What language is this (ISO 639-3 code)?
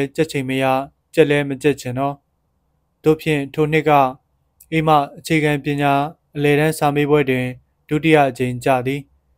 mya